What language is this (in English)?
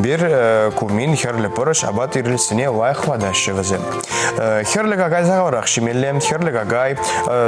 Chuvash